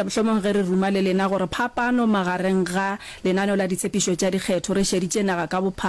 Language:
Northern Sotho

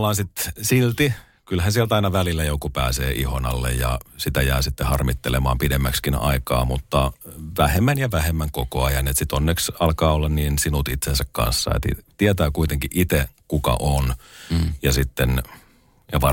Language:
Finnish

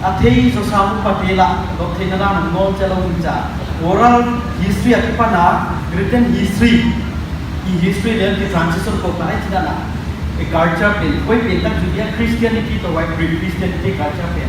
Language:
Paite Chin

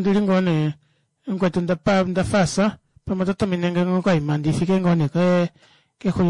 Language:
Kuanyama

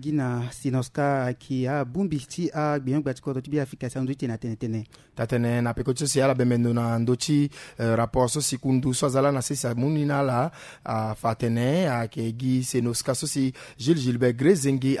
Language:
Sango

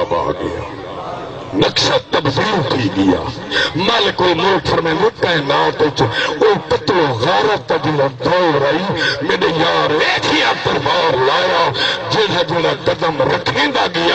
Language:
Saraiki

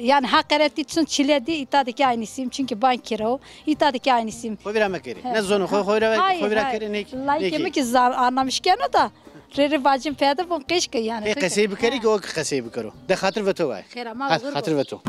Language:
Zaza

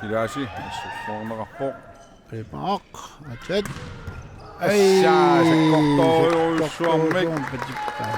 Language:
Kalaallisut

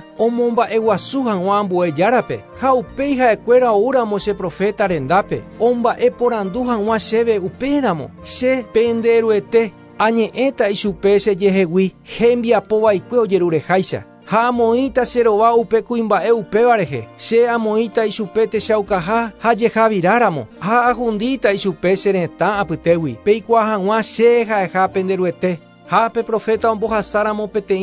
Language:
Guarani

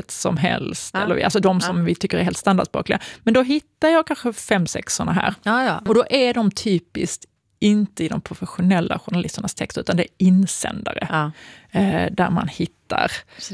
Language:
Swedish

